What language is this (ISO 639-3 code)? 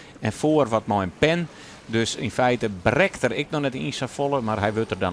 fry